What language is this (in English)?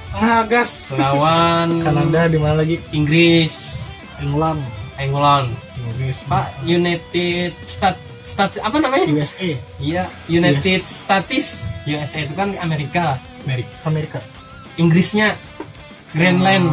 Banjar